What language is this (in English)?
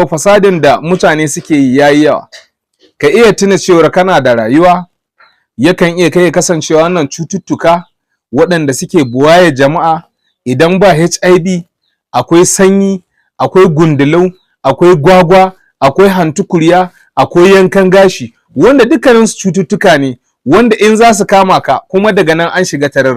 Hausa